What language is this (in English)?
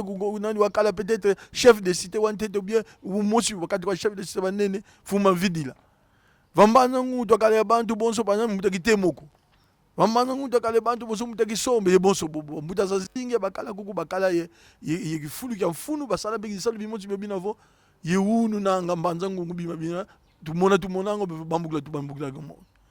Kongo